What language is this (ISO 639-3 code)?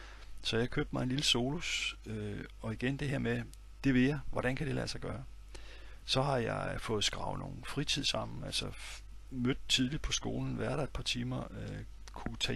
dan